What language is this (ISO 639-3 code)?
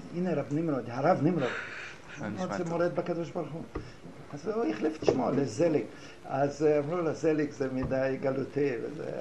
heb